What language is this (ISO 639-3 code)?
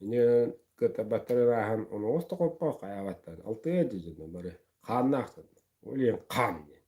sah